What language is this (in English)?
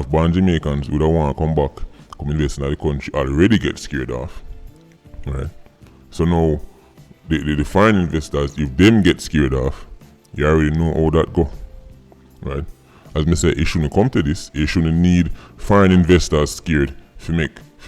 Jamaican Creole English